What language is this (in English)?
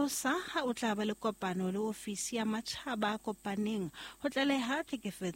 Southern Sotho